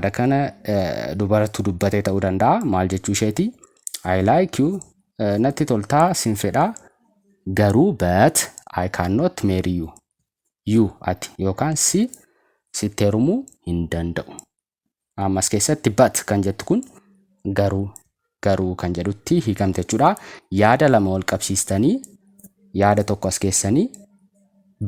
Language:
Oromo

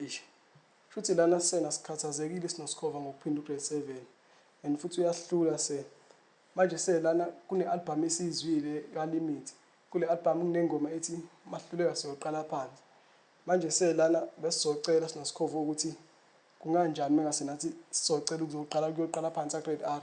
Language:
Zulu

